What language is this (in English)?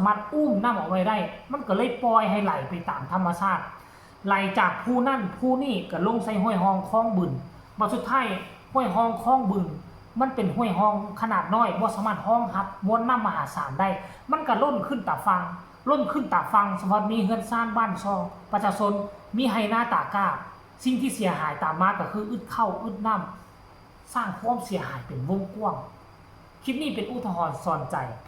Lao